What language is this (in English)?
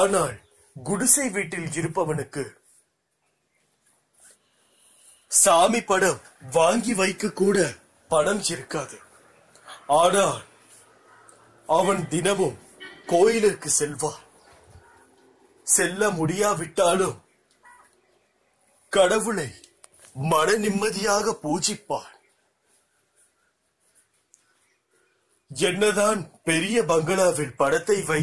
Tamil